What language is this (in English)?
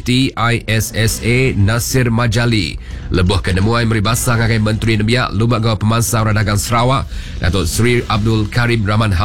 Iban